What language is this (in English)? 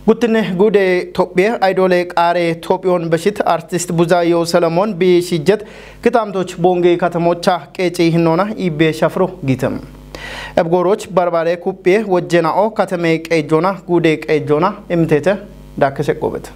Kafa